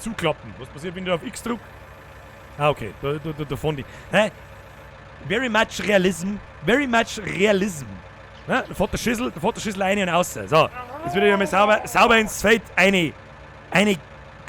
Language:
Bavarian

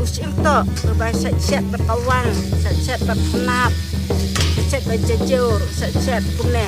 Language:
Khasi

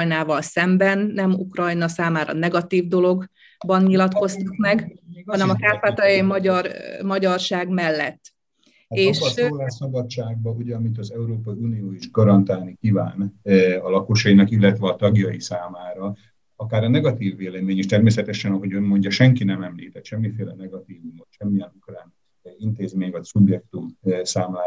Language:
Hungarian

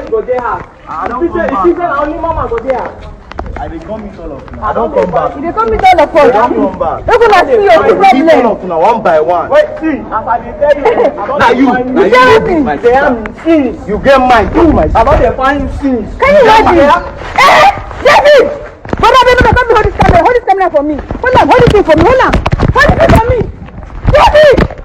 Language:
Nigerian Pidgin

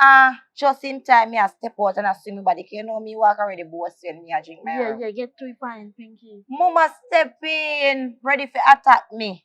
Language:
Jamaican Creole English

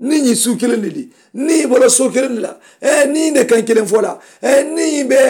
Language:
Mandingo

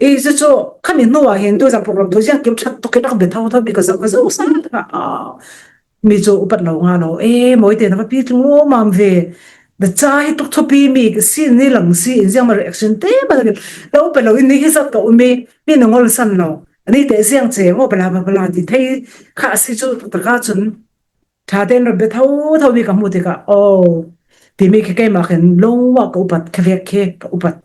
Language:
Falam Chin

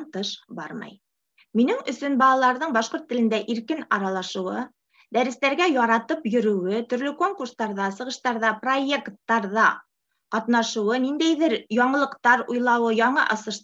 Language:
Bashkir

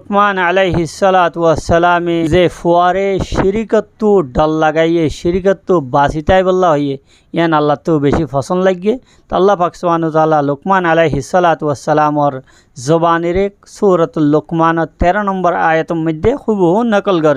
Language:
Rohingya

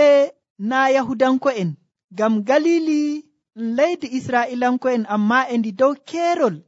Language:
Nigerian Fulfulde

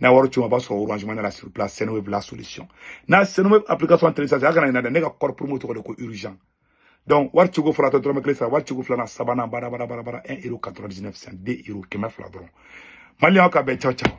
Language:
Bambara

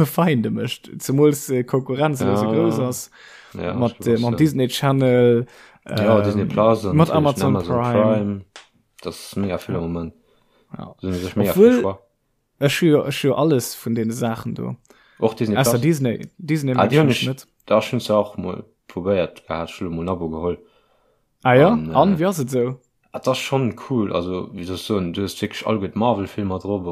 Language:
Luxembourgish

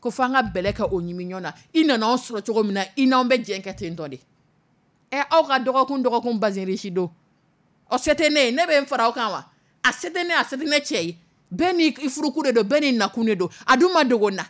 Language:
Dyula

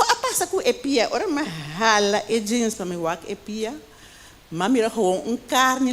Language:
Papiamento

